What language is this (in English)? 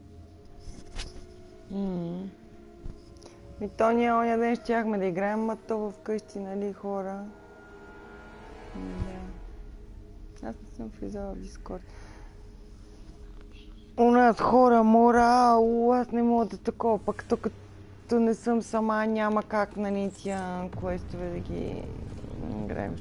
Bulgarian